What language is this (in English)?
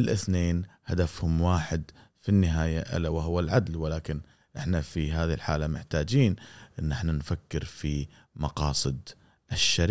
Gulf Arabic